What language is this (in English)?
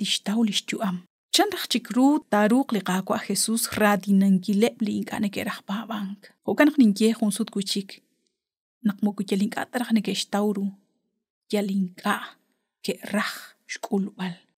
Kekchí